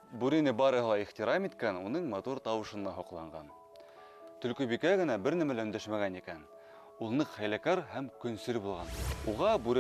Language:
Bashkir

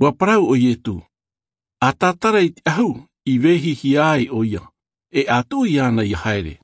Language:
Tahitian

